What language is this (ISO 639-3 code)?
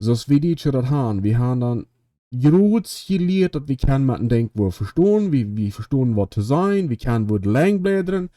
pdt